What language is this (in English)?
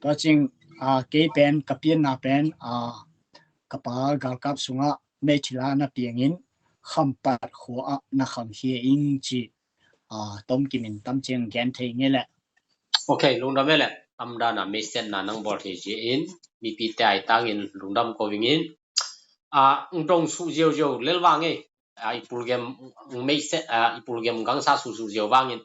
Tedim Chin